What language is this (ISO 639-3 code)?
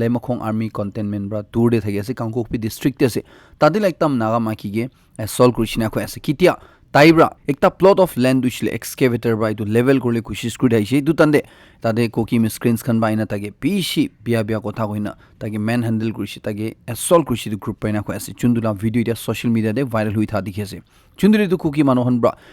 nag